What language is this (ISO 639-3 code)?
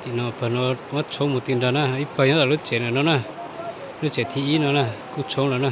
hmn